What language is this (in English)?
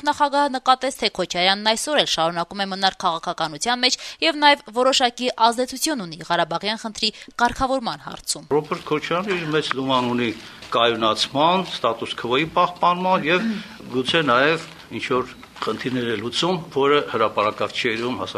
Armenian